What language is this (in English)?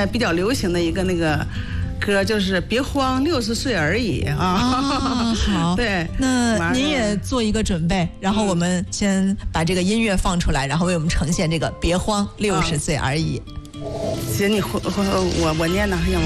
Chinese